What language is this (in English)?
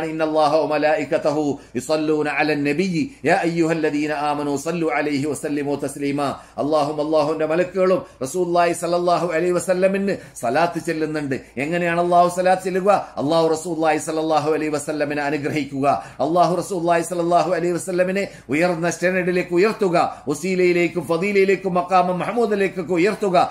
Malayalam